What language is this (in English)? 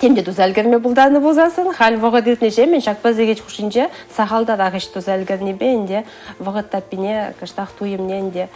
Chuvash